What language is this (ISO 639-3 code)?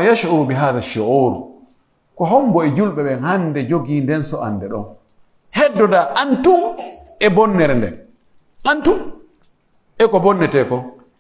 fuf